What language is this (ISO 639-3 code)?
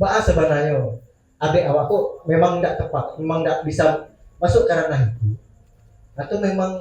min